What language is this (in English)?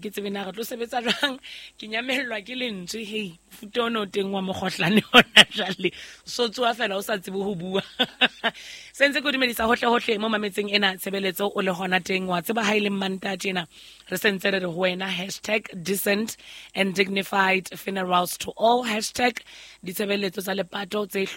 Southern Sotho